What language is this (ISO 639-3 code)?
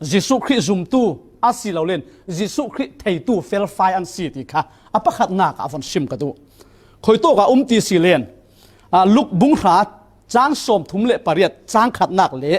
cfm